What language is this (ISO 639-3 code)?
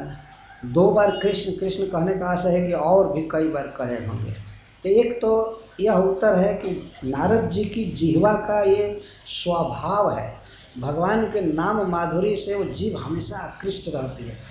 hin